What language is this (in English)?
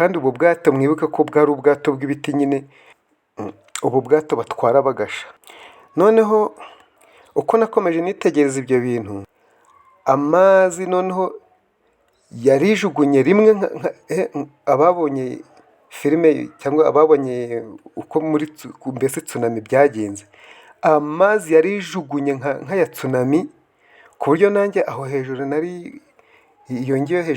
Kinyarwanda